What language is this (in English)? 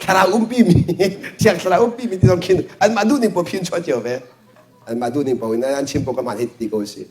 Hakha Chin